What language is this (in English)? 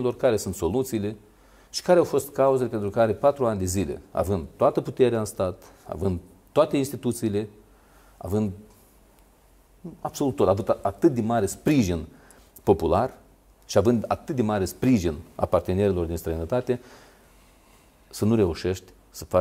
Romanian